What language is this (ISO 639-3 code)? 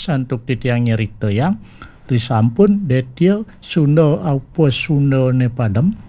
ban